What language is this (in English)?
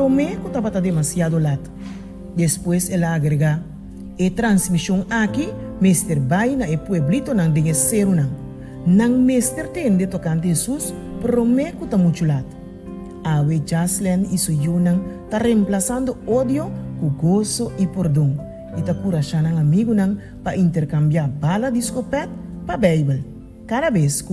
Papiamento